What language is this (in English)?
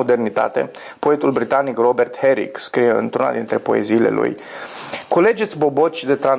Romanian